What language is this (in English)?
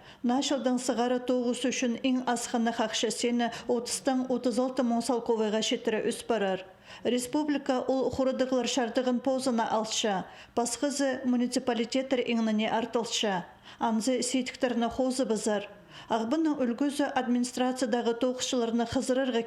Khakas